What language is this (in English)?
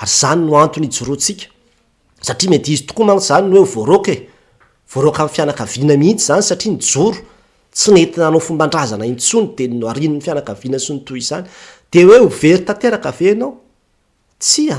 Malagasy